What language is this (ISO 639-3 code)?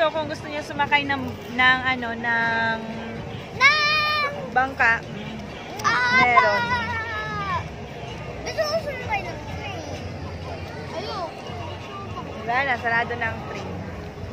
fil